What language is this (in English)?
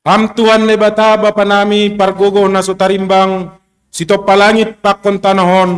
Batak Simalungun